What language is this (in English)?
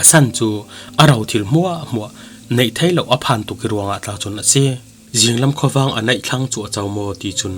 Falam Chin